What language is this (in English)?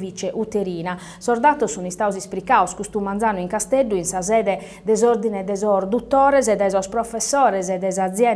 Sardinian